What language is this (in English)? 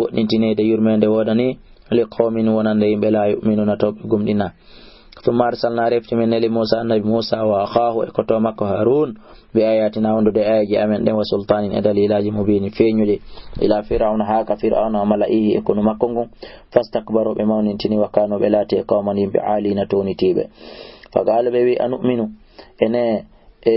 Fula